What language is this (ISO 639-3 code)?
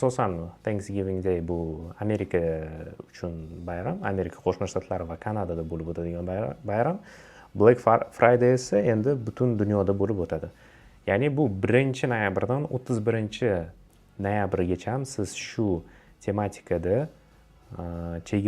uzb